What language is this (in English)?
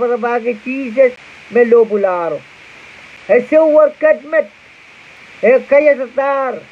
Pohnpeian